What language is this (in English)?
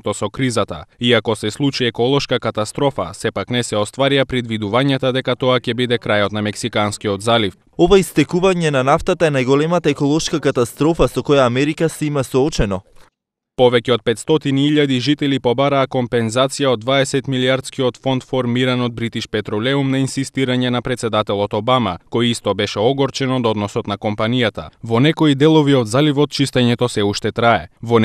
Macedonian